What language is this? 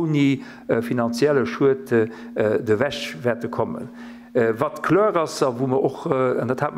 Luxembourgish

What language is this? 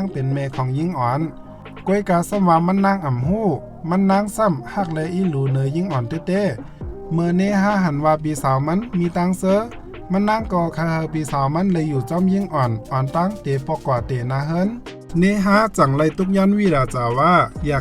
Shan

